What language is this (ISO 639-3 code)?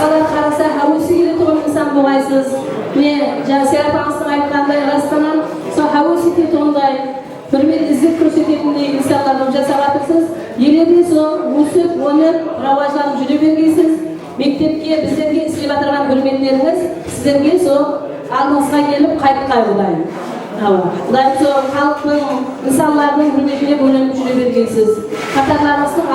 kaa